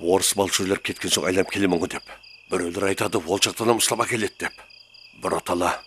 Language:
Kara-Kalpak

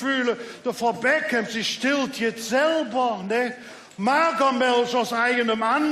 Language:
Colognian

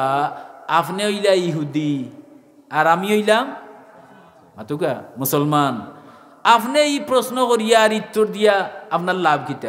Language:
Sylheti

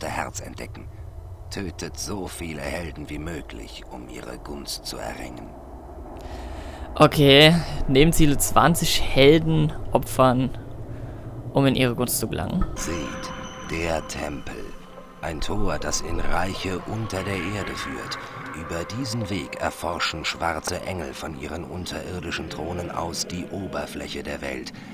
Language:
German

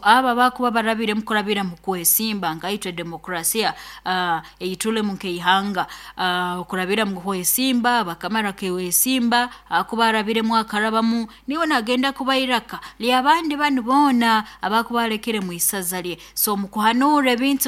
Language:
Nyoro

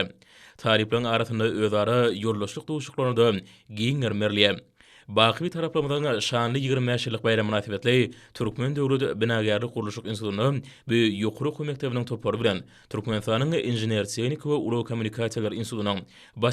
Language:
Turkmen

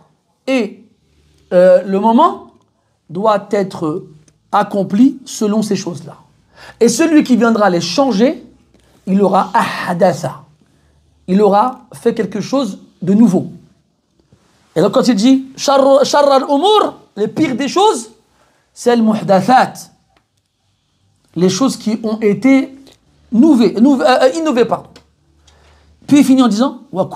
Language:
French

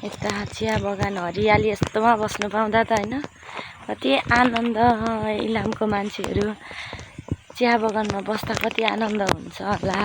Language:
Nepali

